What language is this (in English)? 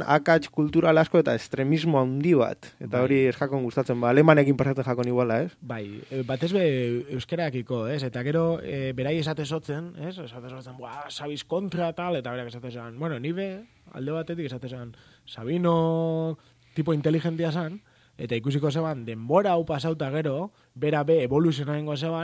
Basque